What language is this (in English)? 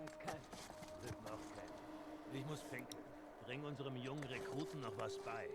Swiss German